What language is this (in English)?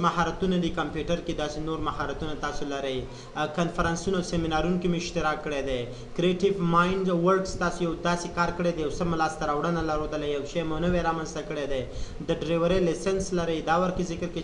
Pashto